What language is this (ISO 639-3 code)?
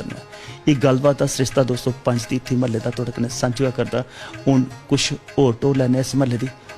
doi